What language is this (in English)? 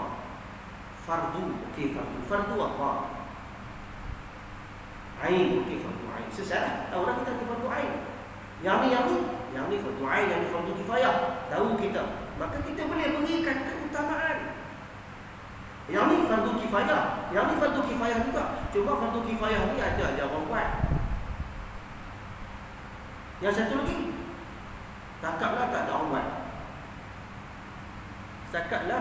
Malay